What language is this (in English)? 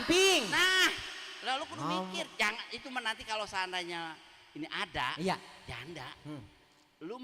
Betawi